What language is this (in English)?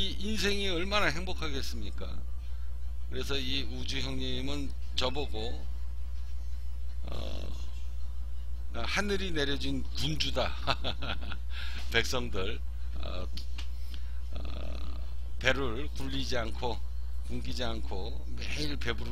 Korean